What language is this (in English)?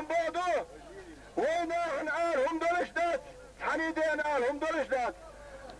Chechen